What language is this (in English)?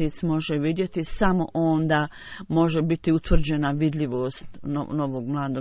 Bosnian